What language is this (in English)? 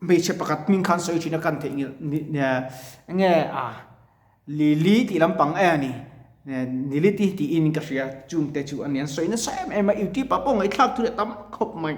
Mizo